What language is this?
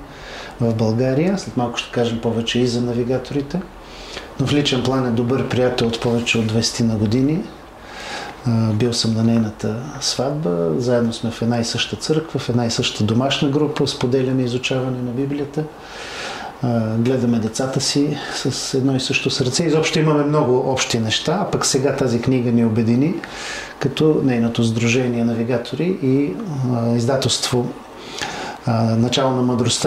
Bulgarian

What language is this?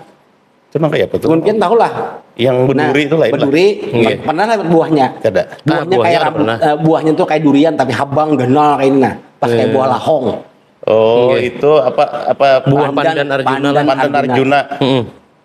Banjar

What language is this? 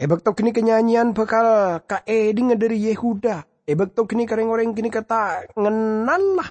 Madurese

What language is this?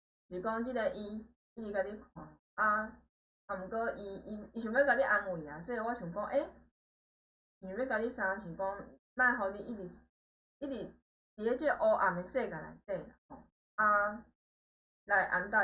Min Nan Chinese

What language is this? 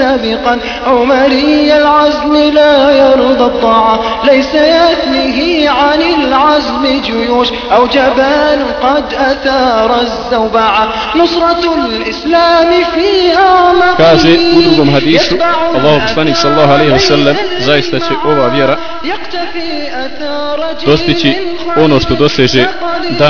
Bosnian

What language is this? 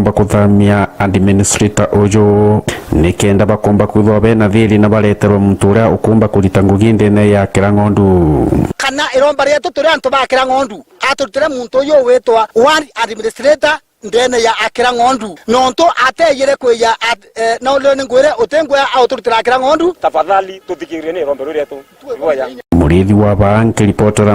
Meru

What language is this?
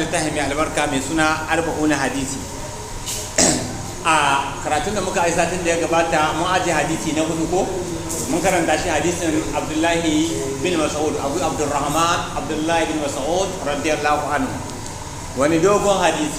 Hausa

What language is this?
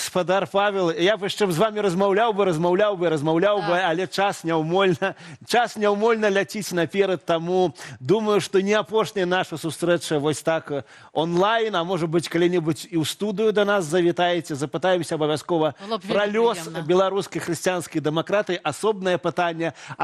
Belarusian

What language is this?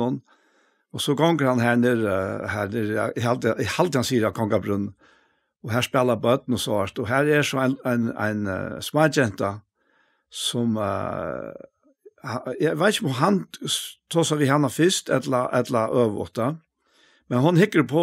Faroese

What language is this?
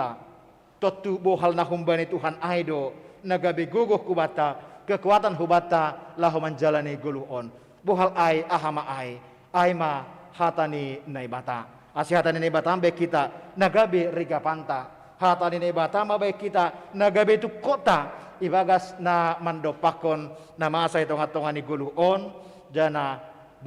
Batak Simalungun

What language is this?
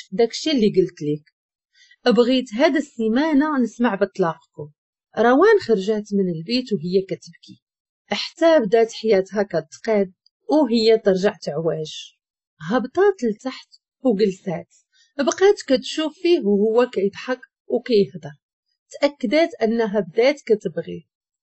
Moroccan Arabic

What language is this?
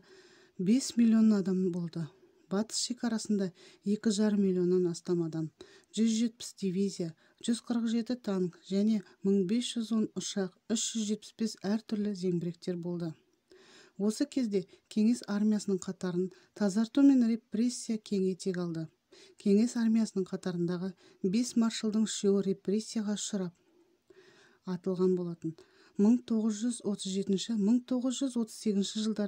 Kazakh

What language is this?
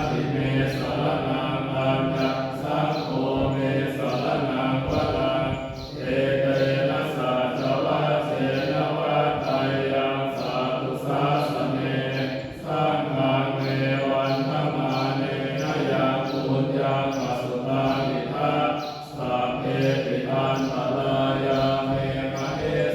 Pali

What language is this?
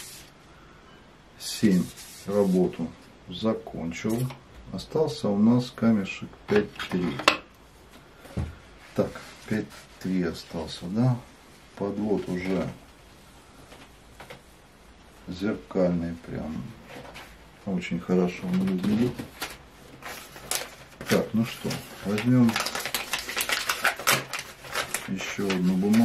Russian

